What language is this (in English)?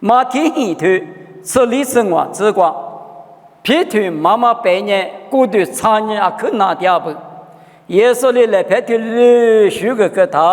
Lisu